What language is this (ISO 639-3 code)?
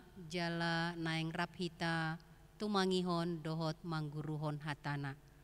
bbc